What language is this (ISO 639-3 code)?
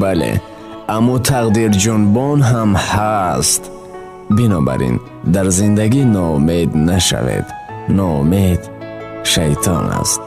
tgk